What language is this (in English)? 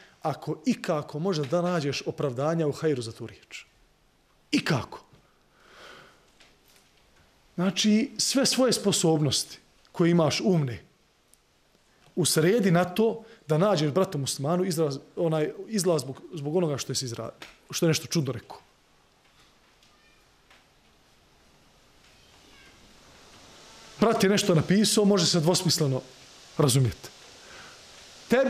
Bosnian